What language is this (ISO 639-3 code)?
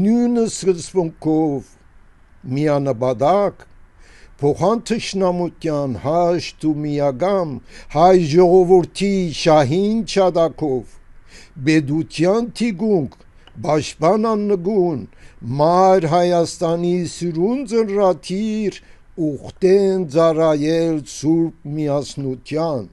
hyw